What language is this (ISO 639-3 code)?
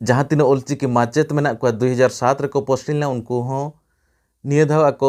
sat